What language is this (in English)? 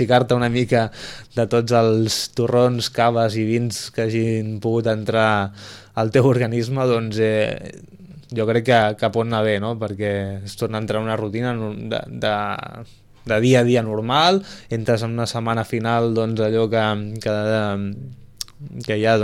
Catalan